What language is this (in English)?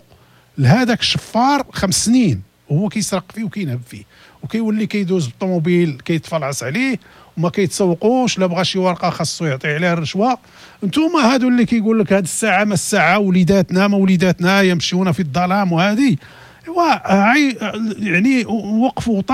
Moroccan Arabic